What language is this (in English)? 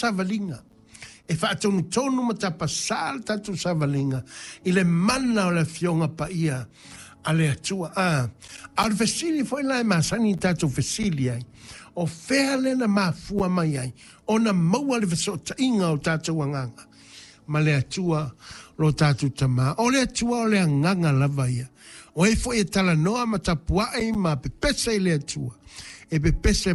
Samoan